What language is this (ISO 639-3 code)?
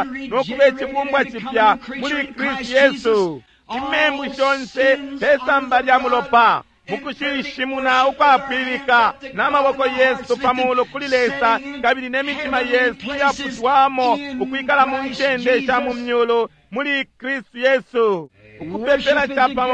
bem